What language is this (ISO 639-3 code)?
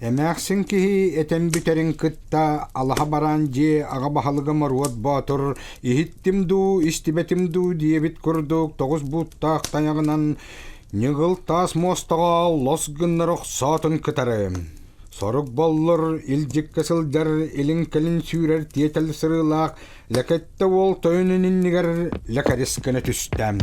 sah